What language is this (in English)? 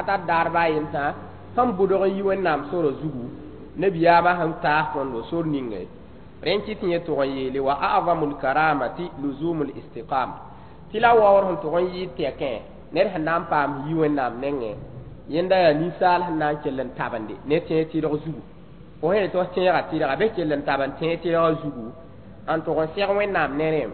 Mossi